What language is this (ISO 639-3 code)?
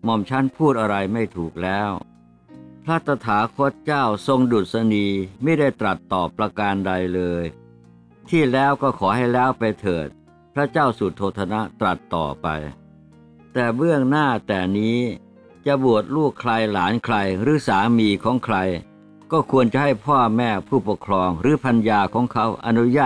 tha